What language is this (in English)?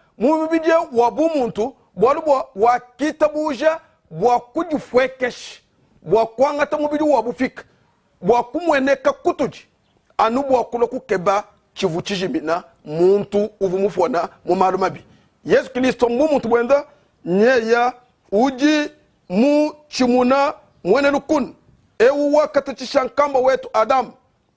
Luba-Lulua